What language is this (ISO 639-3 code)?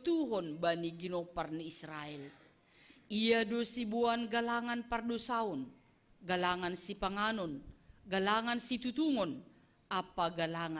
bts